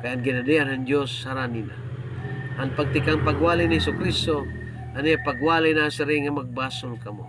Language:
Waray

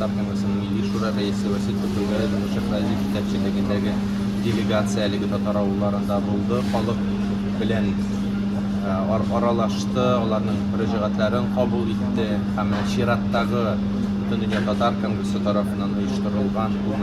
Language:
Tatar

